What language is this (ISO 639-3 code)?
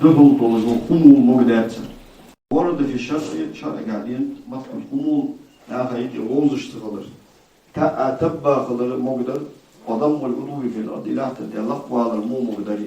inh